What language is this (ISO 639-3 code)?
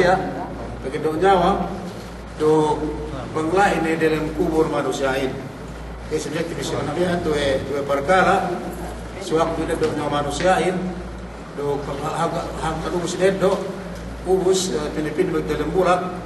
yka